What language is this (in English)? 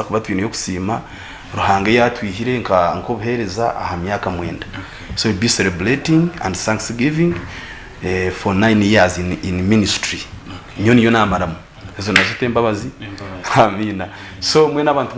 Nyankole